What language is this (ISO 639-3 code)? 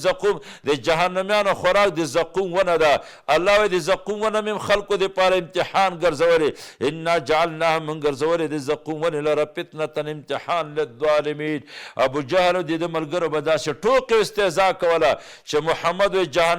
pus